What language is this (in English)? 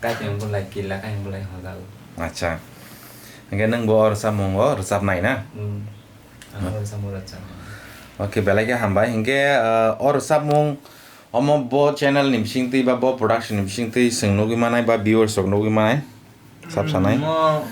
Kok Borok